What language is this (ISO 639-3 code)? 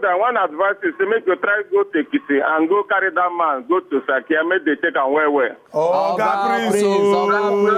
pcm